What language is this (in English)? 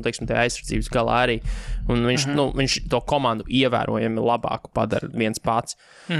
Latvian